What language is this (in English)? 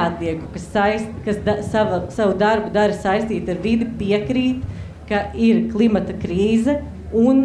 Latvian